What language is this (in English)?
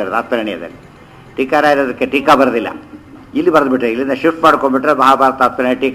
Kannada